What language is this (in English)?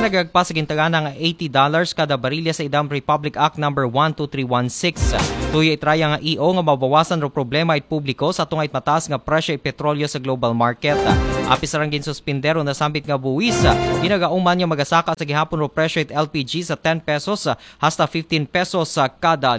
Aklanon